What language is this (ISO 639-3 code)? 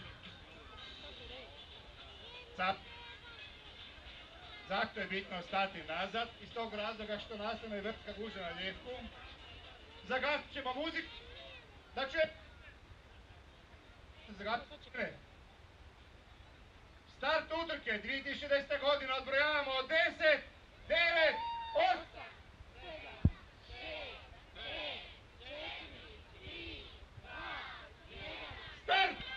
hrv